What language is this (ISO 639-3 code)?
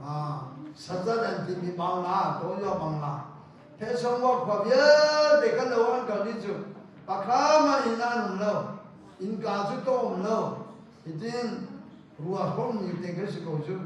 cnh